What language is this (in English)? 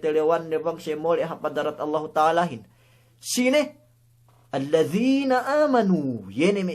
Yakan